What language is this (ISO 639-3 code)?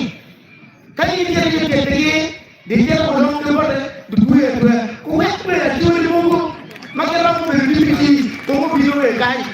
ach